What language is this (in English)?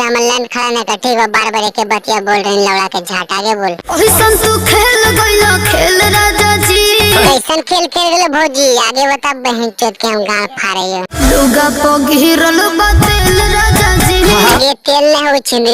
Magahi